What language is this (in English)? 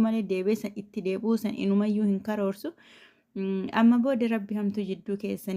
Oromo